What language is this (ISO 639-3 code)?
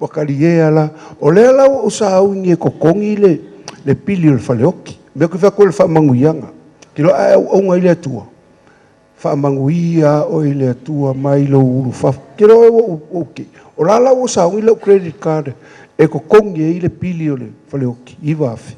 smo